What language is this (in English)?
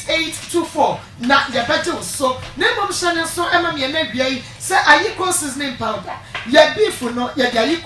Akan